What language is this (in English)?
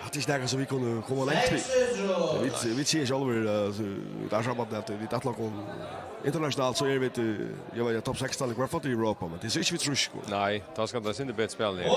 Faroese